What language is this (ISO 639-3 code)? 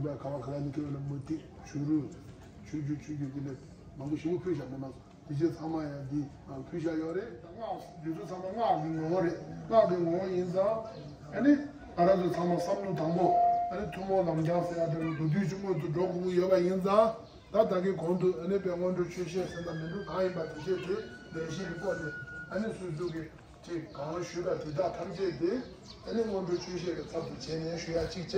bod